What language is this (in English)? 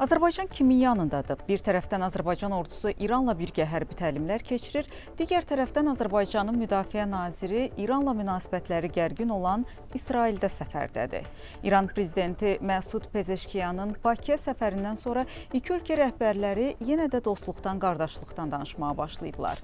Azerbaijani